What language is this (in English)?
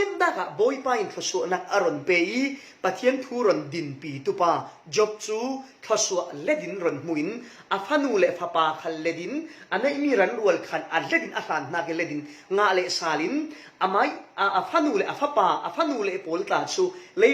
Falam Chin